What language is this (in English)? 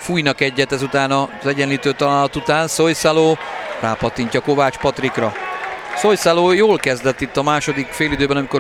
Hungarian